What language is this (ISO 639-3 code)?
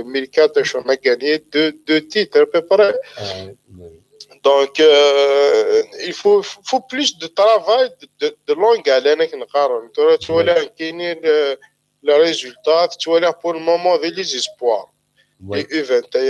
kab